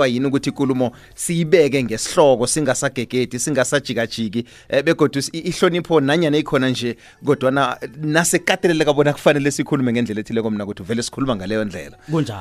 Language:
South Ndebele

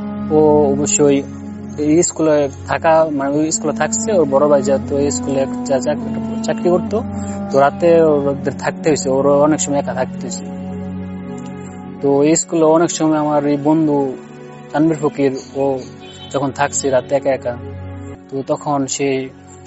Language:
Bangla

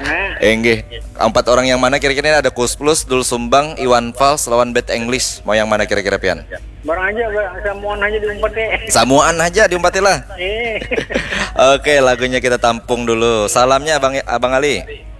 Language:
Banjar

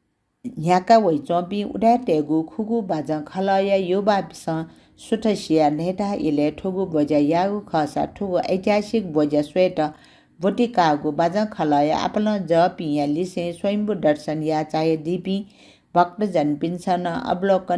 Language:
Newari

